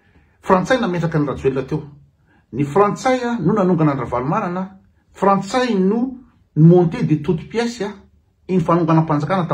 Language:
Malagasy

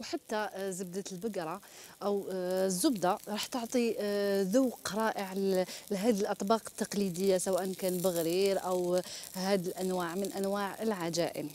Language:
Algerian Arabic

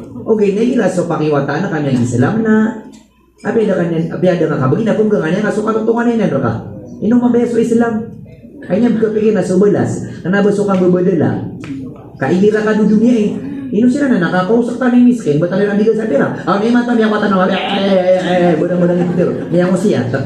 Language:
Maranao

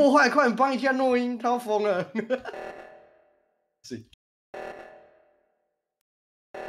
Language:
Chinese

